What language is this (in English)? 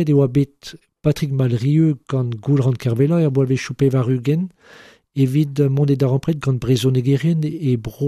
Breton